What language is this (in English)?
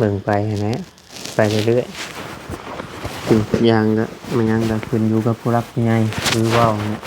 Northeastern Thai